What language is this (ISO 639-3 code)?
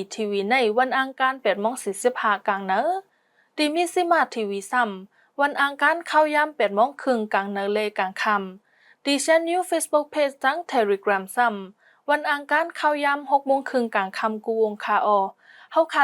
shn